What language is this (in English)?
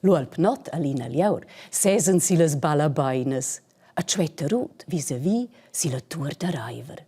Romansh